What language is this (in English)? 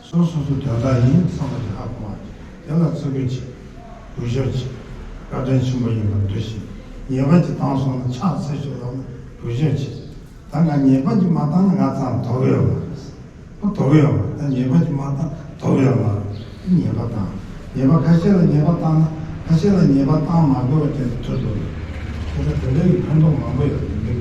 Tibetan